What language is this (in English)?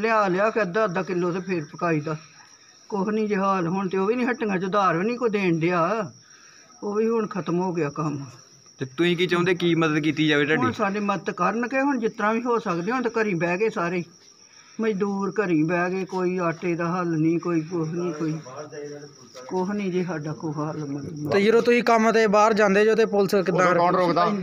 Punjabi